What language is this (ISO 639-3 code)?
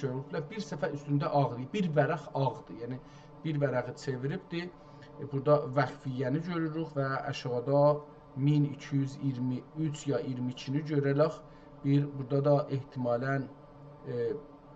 azb